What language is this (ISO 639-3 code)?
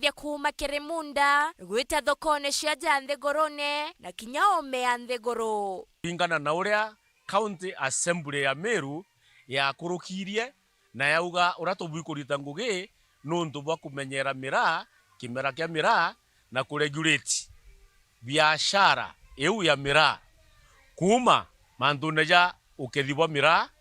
mer